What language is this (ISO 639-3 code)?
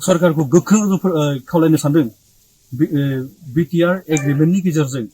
brx